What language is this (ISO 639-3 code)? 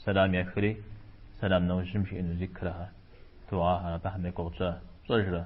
kbd